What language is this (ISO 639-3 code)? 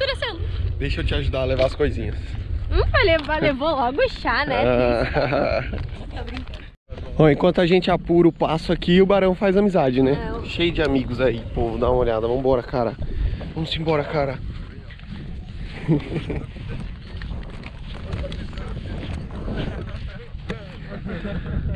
por